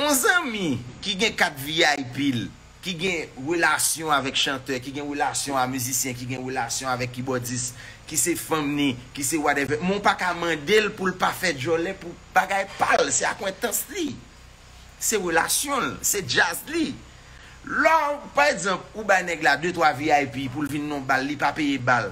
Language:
Haitian Creole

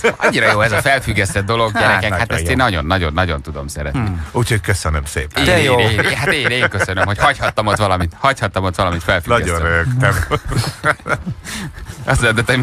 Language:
Hungarian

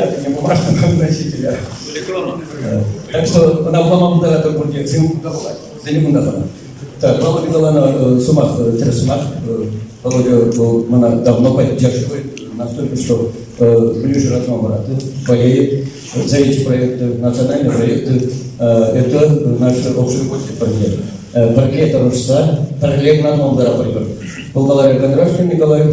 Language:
Chuvash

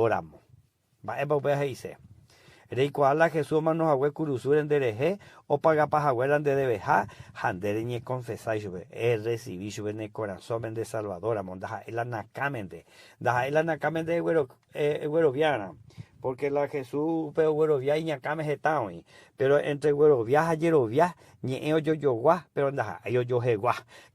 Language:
Guarani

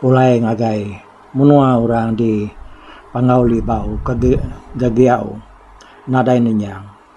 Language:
Iban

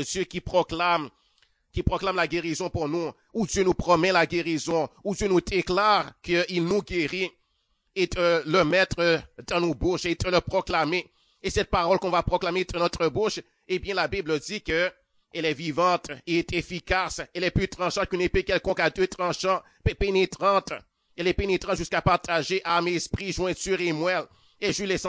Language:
French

